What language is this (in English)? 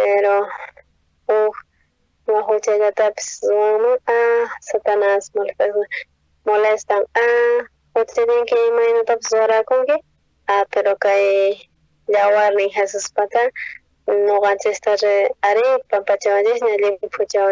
South Bolivian Quechua